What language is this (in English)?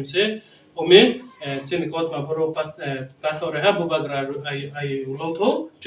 Riang (India)